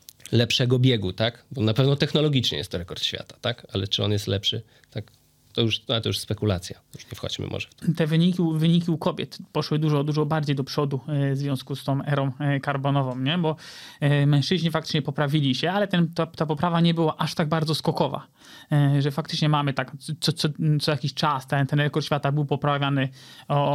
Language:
Polish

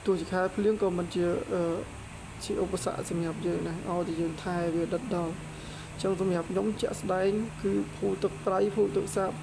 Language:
Khmer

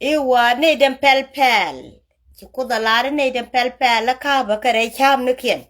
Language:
Nuer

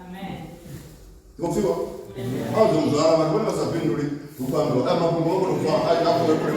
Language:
Venda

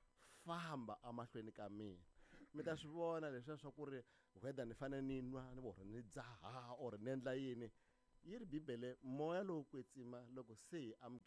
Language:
Tsonga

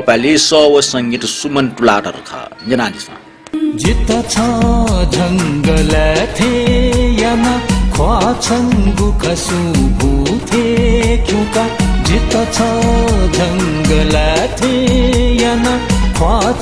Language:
Newari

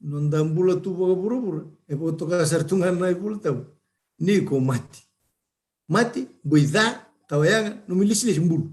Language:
Fijian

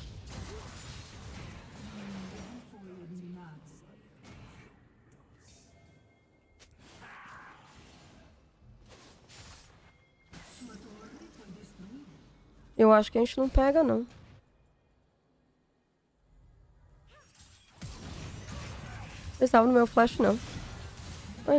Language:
Portuguese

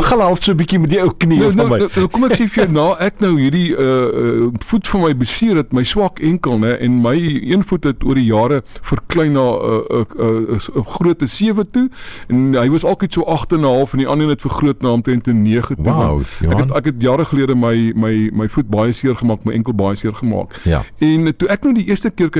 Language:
Afrikaans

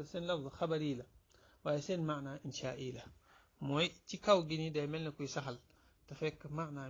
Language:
Wolof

